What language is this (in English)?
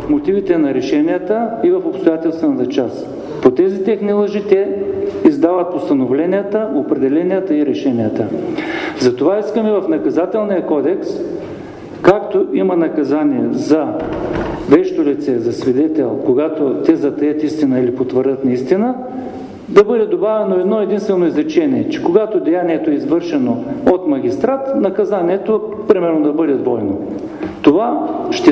Bulgarian